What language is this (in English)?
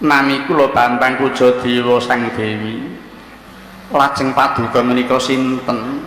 Javanese